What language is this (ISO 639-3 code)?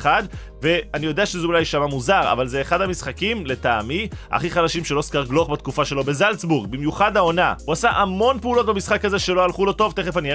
heb